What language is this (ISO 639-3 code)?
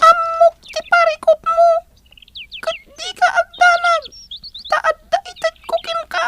ilo